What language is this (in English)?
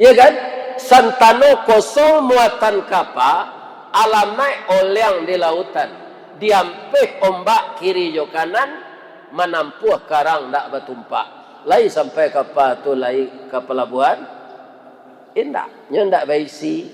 Minangkabau